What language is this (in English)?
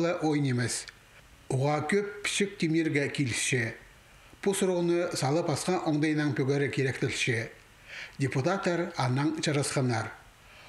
Khakas